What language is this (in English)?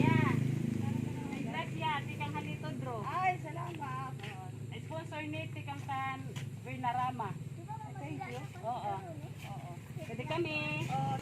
Waray